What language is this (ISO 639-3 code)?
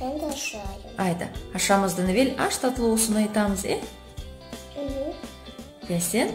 crh